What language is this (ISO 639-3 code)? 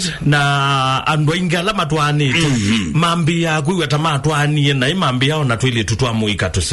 kam